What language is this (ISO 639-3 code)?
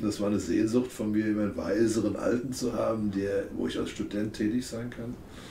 deu